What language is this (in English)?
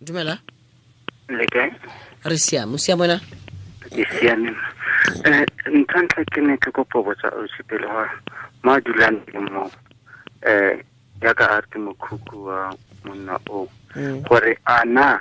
Tswana